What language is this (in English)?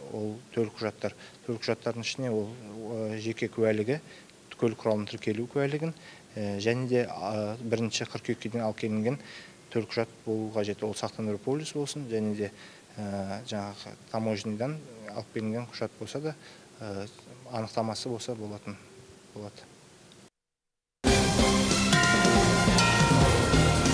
Kazakh